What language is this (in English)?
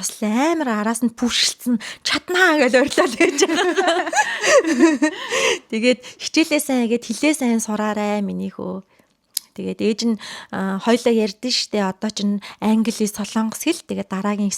Mongolian